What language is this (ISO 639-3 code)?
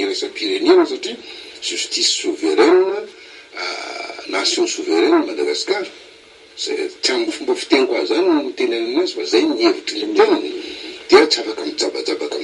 mlg